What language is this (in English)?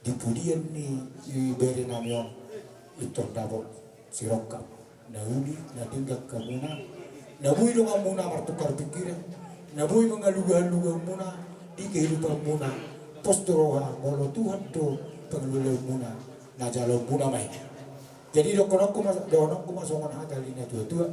Batak Toba